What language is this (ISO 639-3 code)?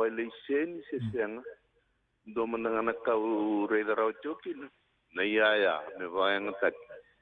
fij